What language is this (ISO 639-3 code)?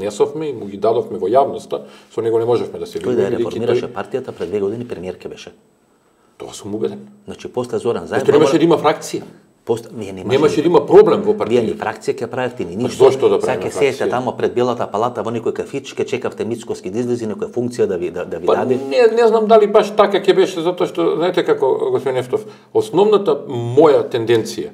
mkd